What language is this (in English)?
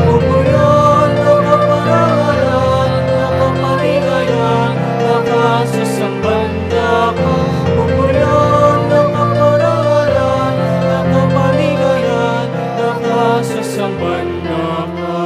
Pampanga